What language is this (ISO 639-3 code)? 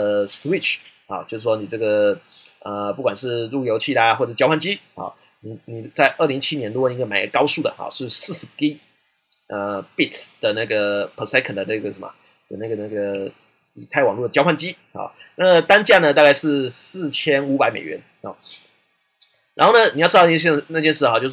zho